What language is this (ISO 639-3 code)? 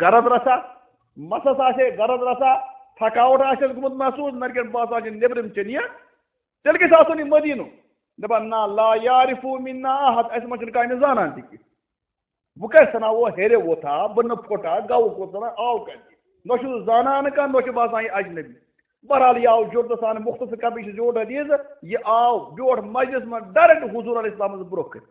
kas